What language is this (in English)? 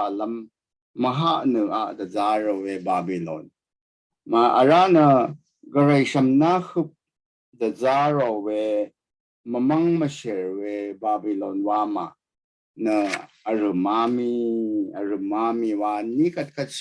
Rawang